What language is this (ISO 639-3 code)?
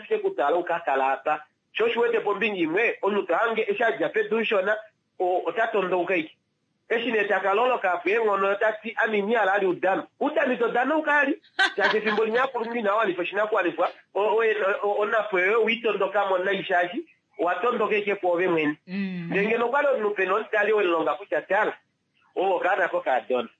kua